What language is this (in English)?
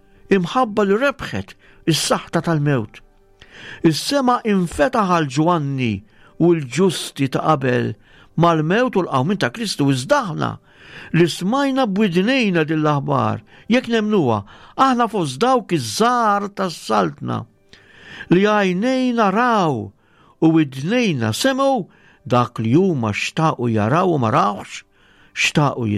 Maltese